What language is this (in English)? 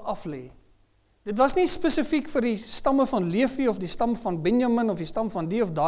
Afrikaans